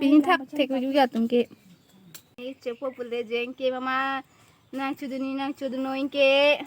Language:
Karbi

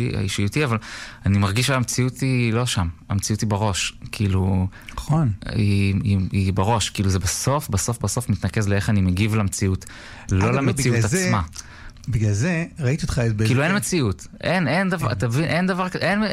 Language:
Hebrew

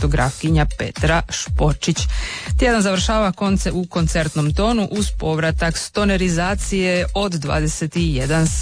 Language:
Croatian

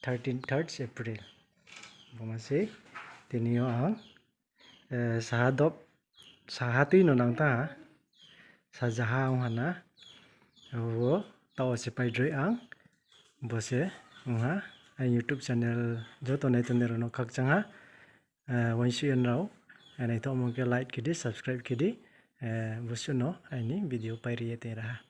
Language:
Riang (India)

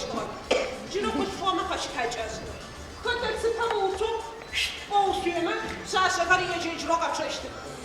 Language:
Adyghe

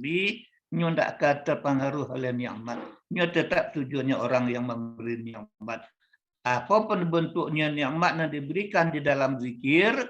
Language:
Minangkabau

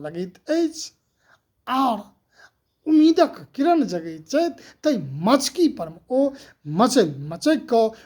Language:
Maithili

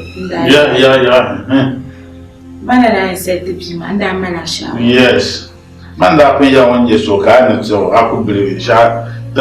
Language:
Dagbani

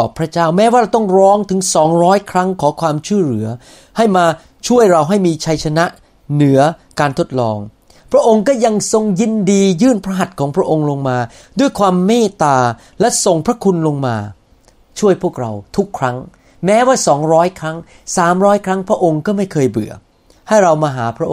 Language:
Thai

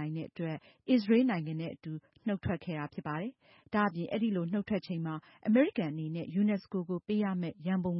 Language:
Burmese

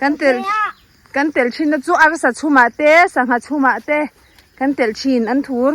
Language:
Mizo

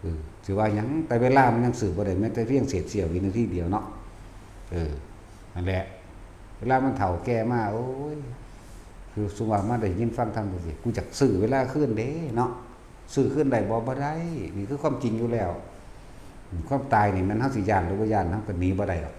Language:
Northeastern Thai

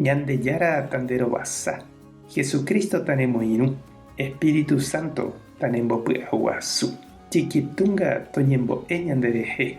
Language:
Guarani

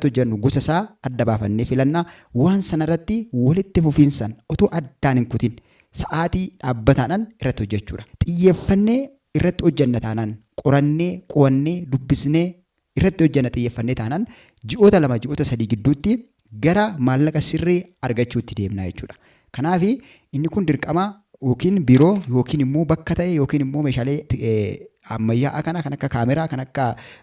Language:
Oromo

